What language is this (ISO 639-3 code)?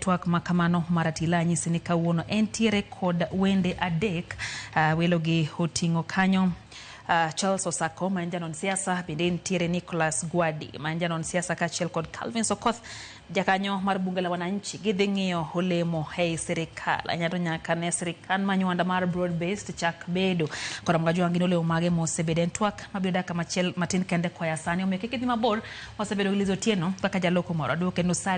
luo